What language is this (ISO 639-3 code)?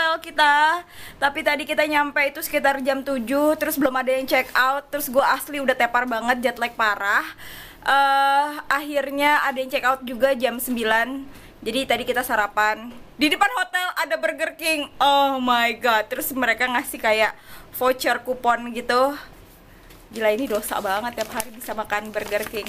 ind